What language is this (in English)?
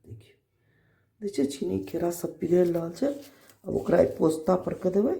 Maithili